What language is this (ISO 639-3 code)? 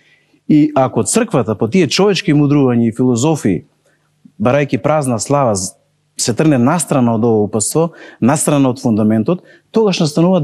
mkd